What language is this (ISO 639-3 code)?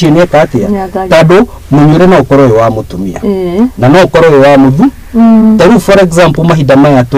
kik